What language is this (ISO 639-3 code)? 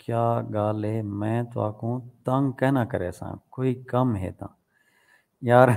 skr